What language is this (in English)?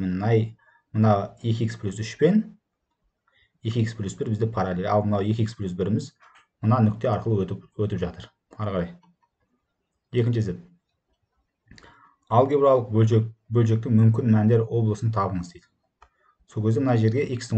Kazakh